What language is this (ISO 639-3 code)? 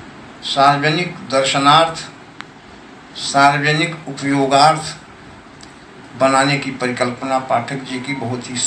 hin